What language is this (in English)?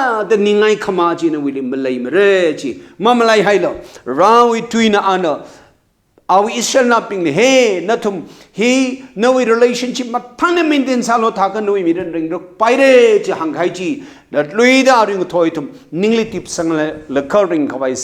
Tangkhul Naga (India)